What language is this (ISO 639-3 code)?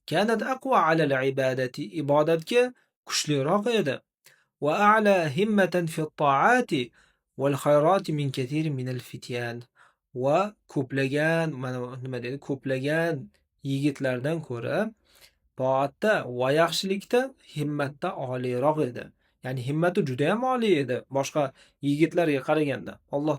uzb